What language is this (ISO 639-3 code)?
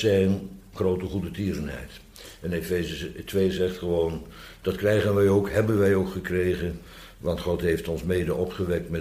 nld